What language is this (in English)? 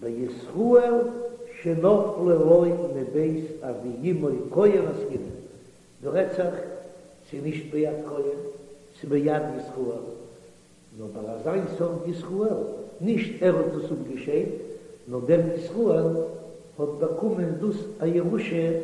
Yiddish